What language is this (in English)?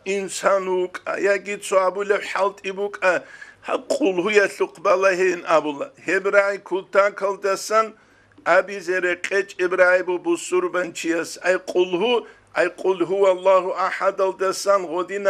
Avaric